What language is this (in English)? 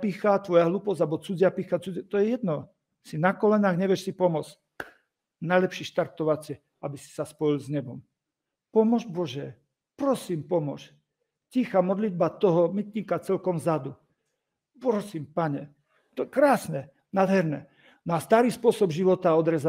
Slovak